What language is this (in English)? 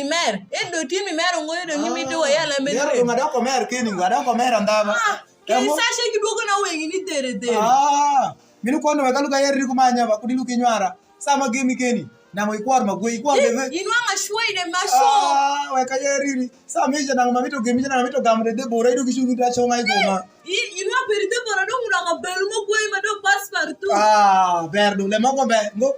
Alur